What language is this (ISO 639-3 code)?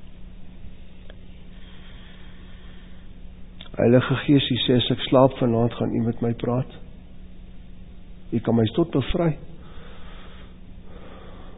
afr